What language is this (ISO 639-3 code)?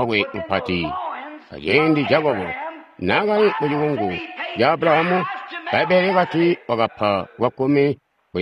toi